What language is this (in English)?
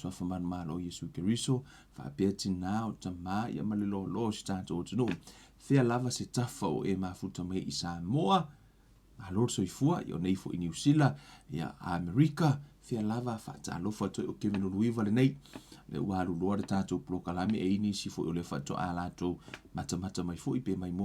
Samoan